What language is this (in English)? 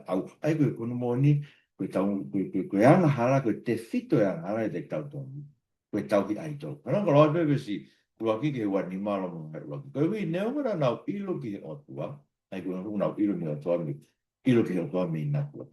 Tongan